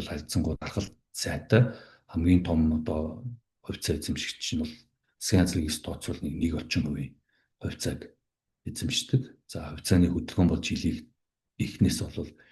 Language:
Mongolian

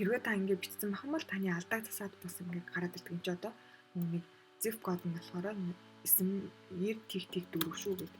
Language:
Mongolian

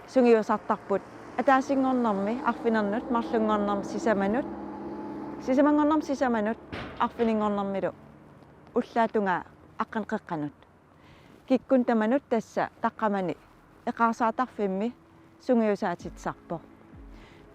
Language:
Kalaallisut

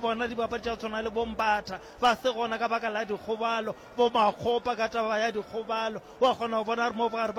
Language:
Northern Sotho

